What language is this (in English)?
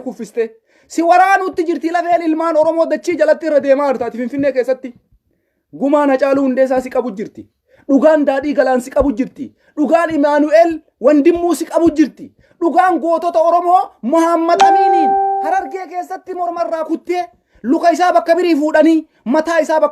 Oromo